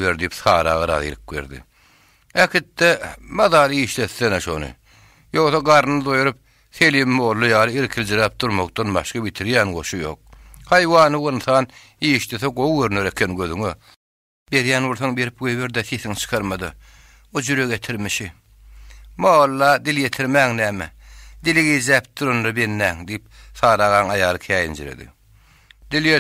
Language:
Turkmen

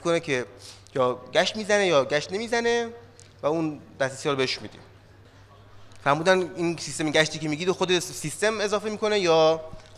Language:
Persian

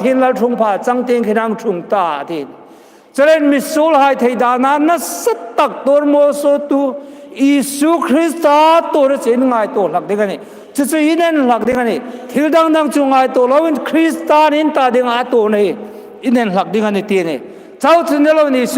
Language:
Hmar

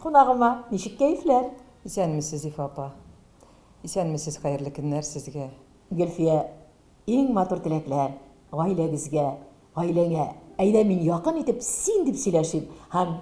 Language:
Tatar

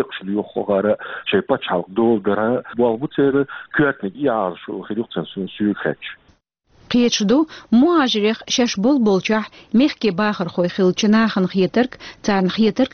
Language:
Chechen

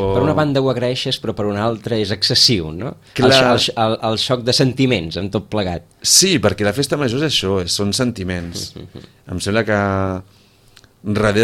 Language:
Catalan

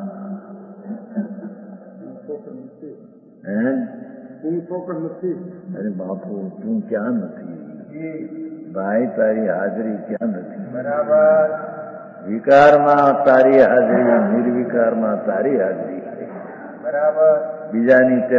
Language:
Gujarati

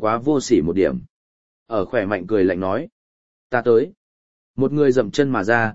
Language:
Vietnamese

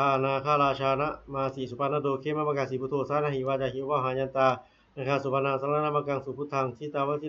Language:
Pali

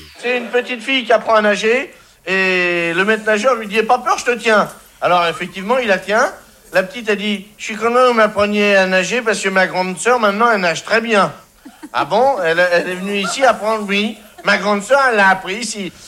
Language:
French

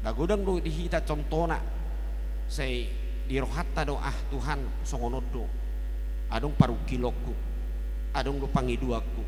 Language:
Batak Toba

